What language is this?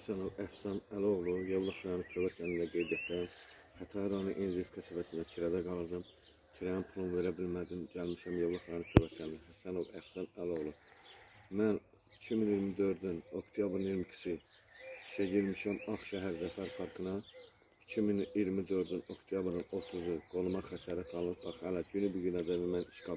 Azerbaijani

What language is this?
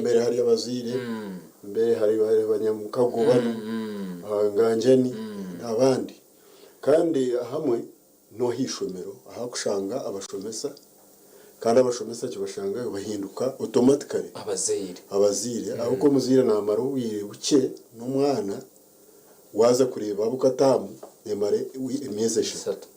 Nyankole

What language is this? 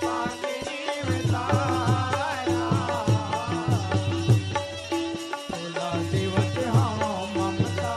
Chhattisgarhi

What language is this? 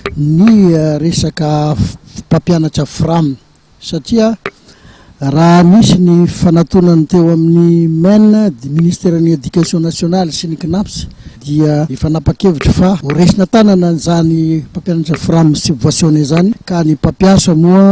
Malagasy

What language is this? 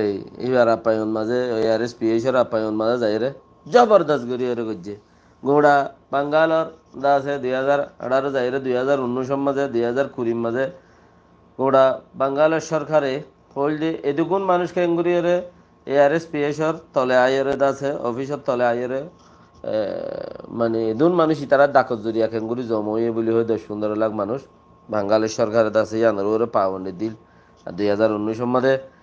Rohingya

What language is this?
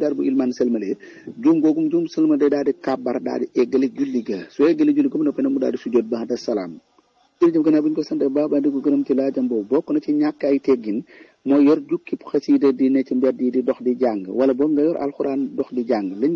Wolof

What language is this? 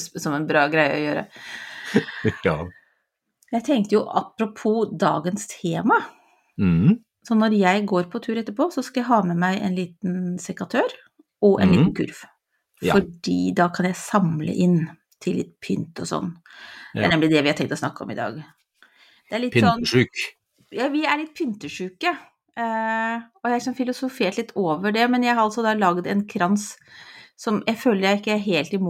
Norwegian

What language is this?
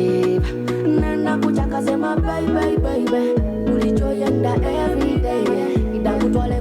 Soga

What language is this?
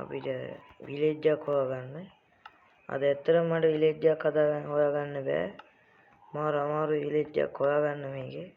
Sinhala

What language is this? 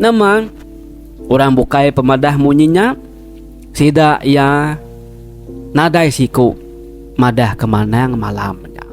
Iban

